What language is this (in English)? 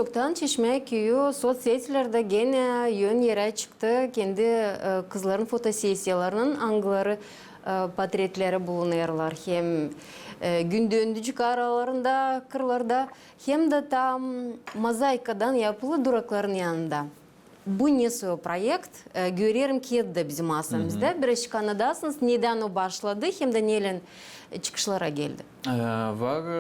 Gagauz